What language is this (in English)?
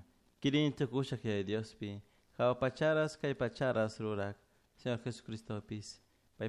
Chimborazo Highland Quichua